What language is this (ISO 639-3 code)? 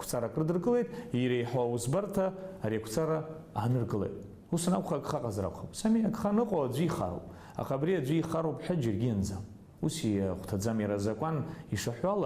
abk